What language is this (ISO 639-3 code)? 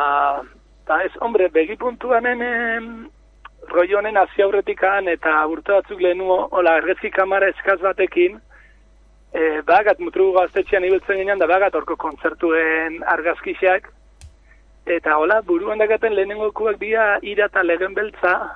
eus